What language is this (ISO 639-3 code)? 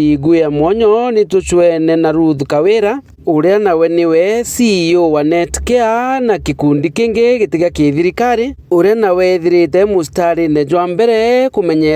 mer